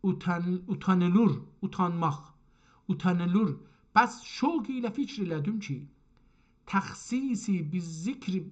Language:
South Azerbaijani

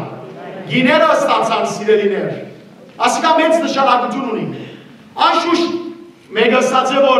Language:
Western Armenian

